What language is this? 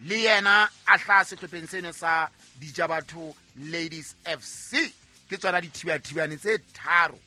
Southern Sotho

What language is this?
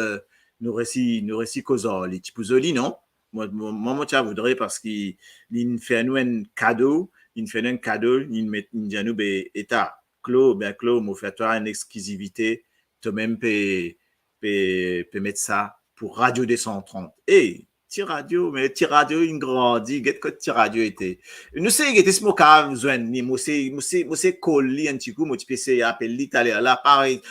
Morisyen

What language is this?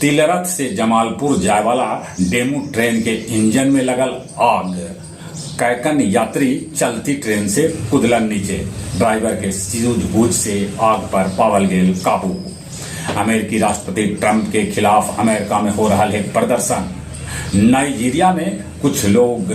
Magahi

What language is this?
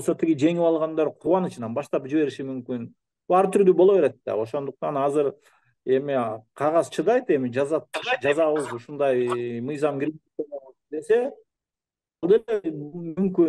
Kyrgyz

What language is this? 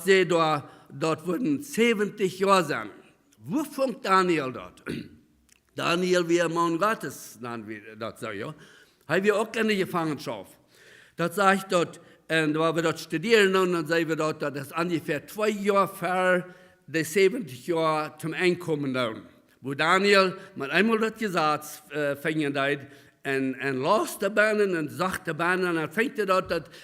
Plautdietsch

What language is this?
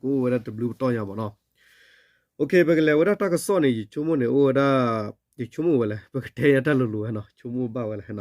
S'gaw Karen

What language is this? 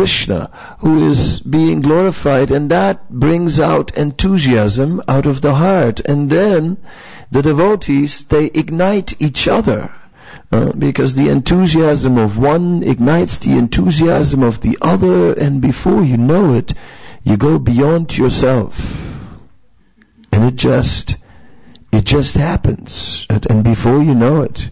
English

